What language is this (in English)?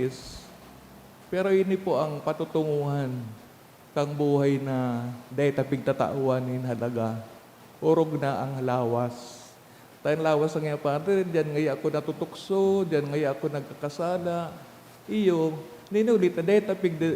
Bikol